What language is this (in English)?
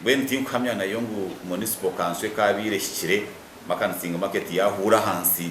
Nyankole